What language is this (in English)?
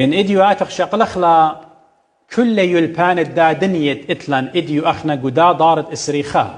Assyrian Neo-Aramaic